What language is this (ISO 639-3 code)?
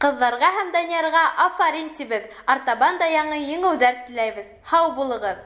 bak